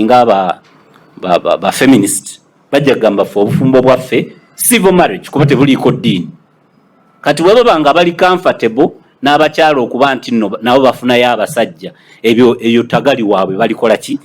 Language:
Ganda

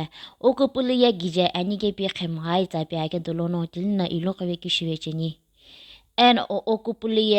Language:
Sumi Naga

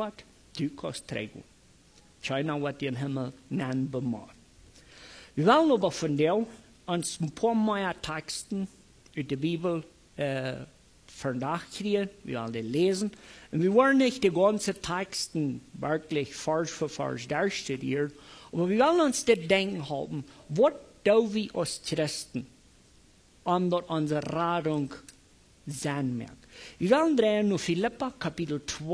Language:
Plautdietsch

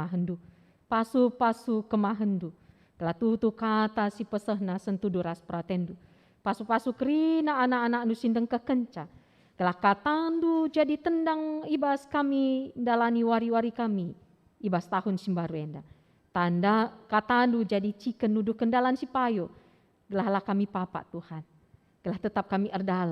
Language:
Batak Karo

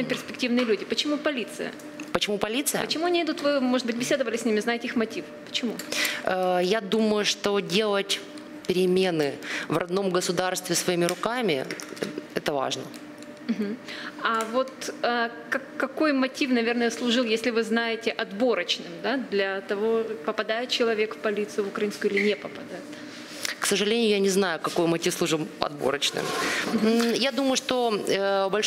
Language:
Russian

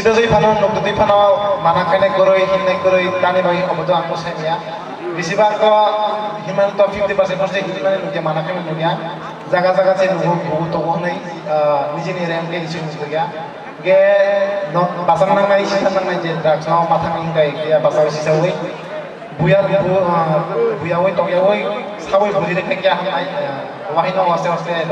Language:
Kok Borok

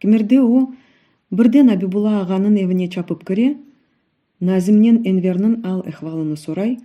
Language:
Crimean Tatar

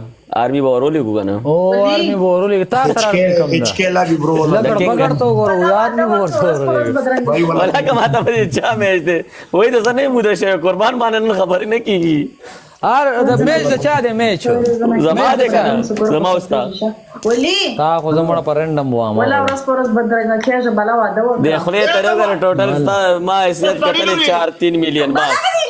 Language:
Pashto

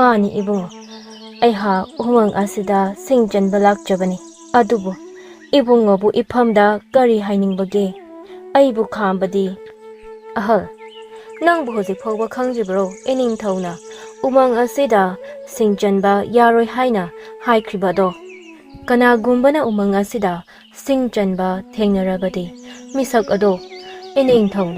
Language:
Manipuri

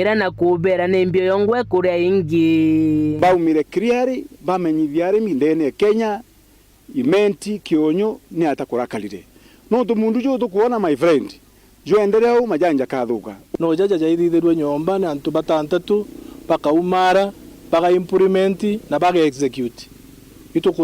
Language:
Meru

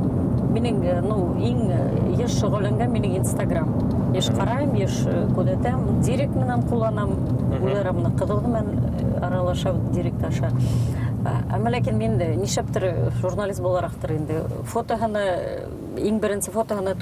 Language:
Bashkir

